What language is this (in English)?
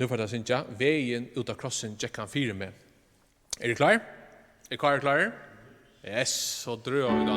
Faroese